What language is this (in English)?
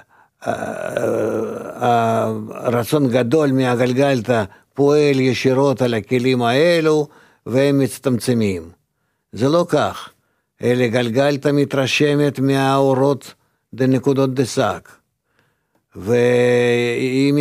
Hebrew